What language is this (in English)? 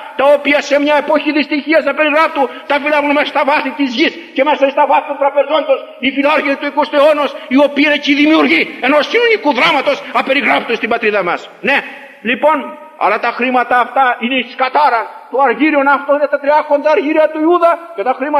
Greek